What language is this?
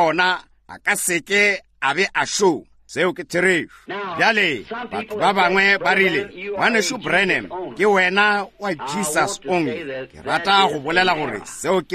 Northern Sotho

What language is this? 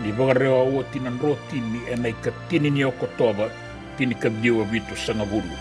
Fijian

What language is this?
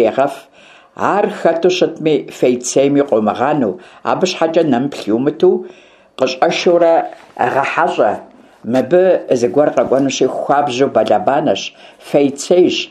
Kabardian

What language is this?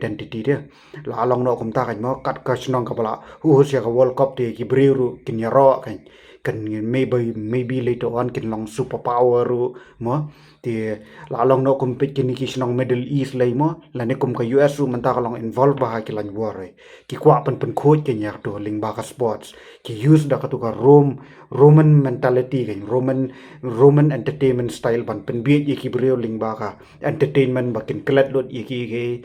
Khasi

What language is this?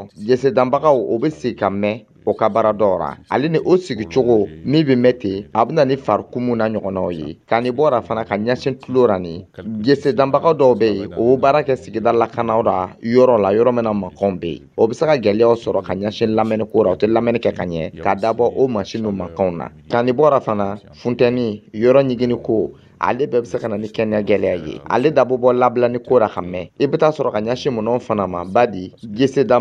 Dyula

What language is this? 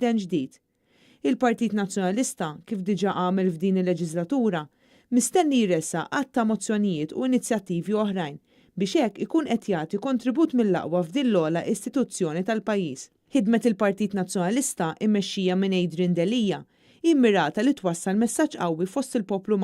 Maltese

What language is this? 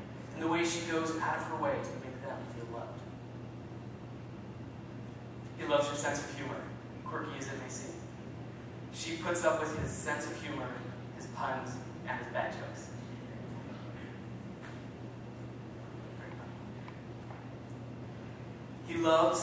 English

